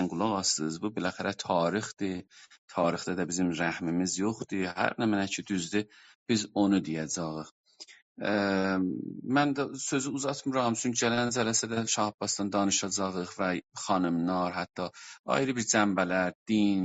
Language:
South Azerbaijani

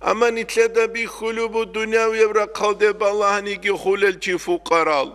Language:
Avaric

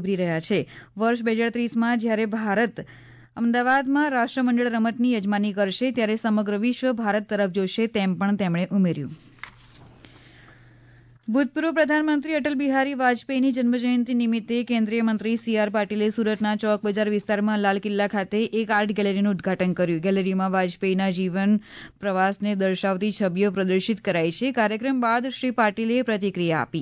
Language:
Gujarati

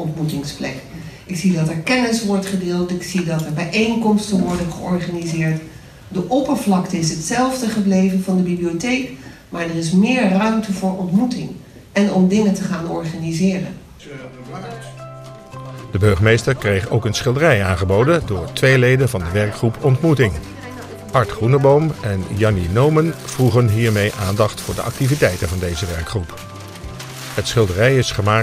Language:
Dutch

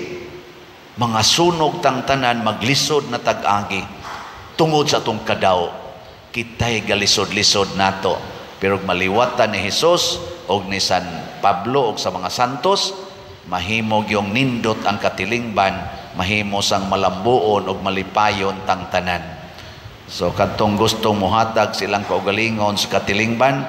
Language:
Cebuano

